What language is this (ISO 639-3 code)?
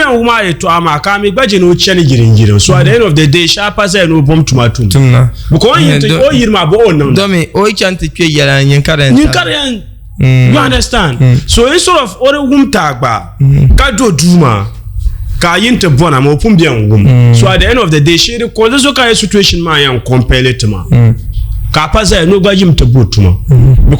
dag